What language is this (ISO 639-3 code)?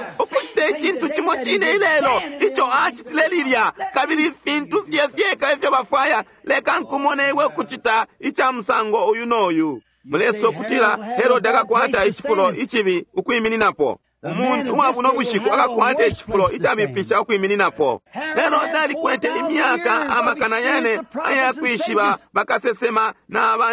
bem